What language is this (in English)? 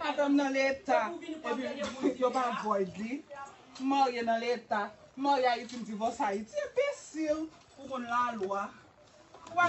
Haitian Creole